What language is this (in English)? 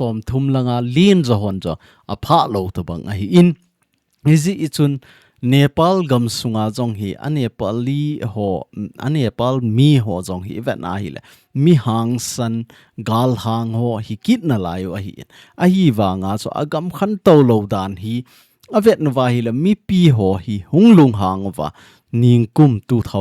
Thado Chin